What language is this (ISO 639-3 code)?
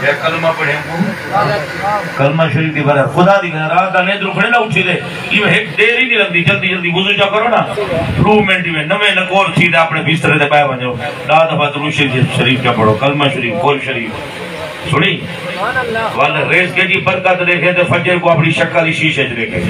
skr